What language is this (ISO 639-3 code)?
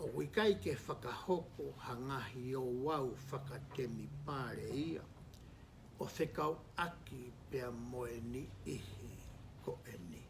ton